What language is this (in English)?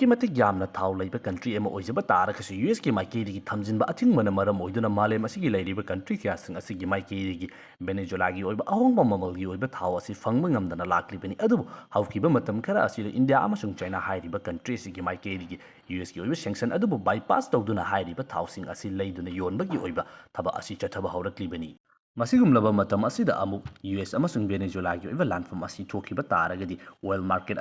Manipuri